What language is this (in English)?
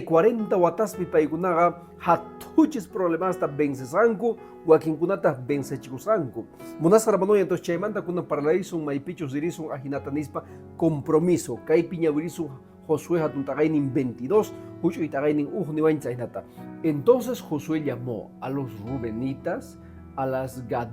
Quechua